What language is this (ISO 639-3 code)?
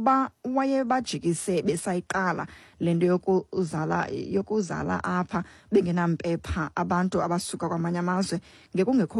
xho